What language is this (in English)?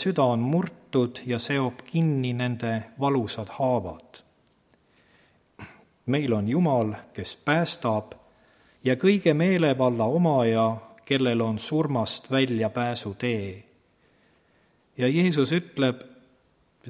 Estonian